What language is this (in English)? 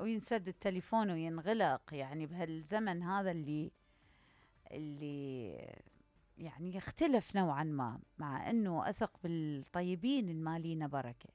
Mesopotamian Arabic